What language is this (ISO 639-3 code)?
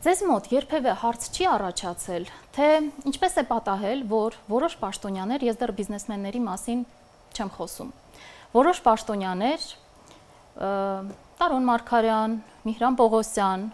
hye